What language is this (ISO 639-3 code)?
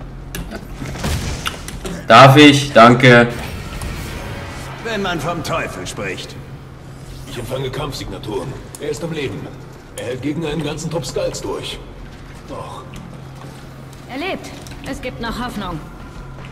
deu